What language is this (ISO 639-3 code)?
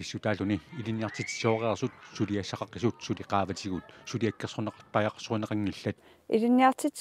kal